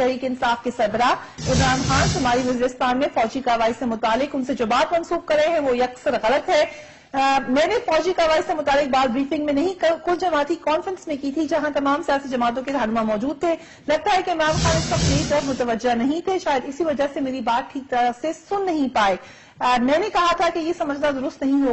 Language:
Urdu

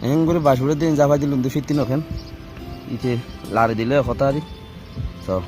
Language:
Rohingya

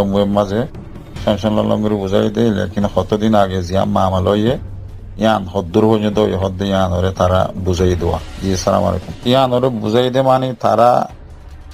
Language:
Rohingya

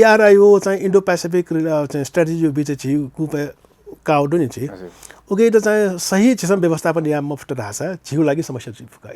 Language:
Newari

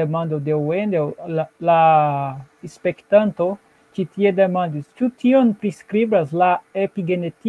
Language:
Esperanto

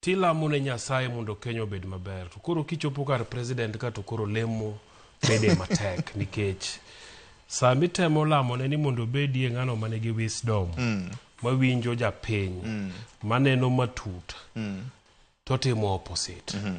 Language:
Luo (Kenya and Tanzania)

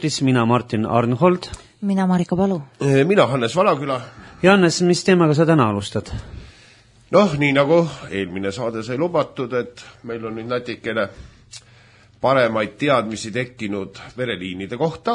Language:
Estonian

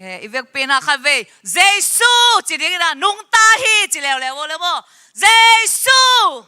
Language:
Tedim Chin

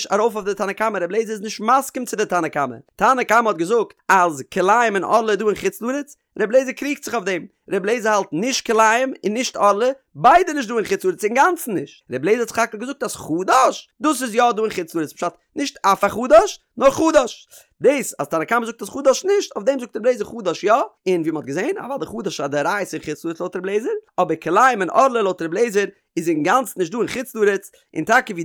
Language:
Yiddish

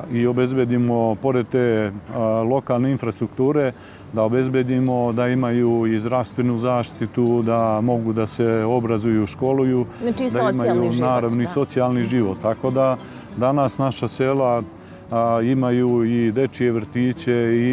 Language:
Serbian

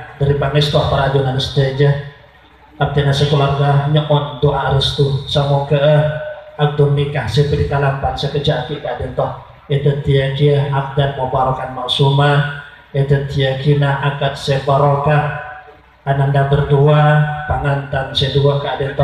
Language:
Madurese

